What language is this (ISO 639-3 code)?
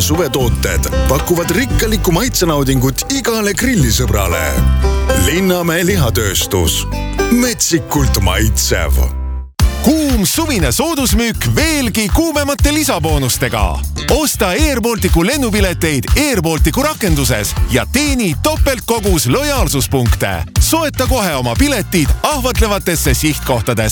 est